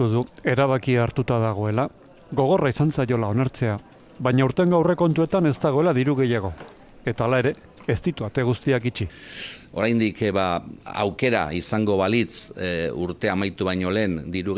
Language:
Basque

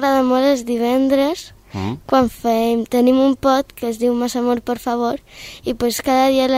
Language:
Catalan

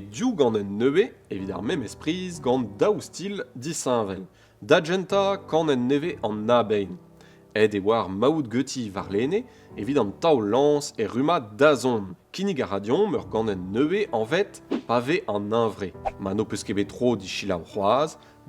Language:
Breton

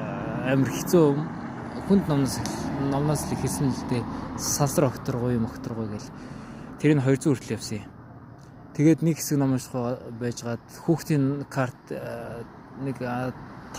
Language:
Mongolian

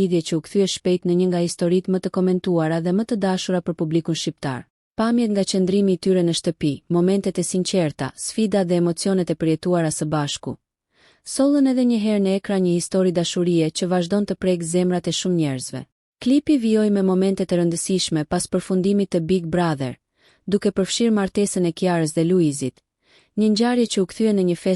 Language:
Albanian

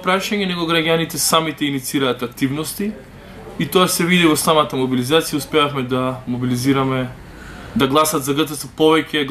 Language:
Macedonian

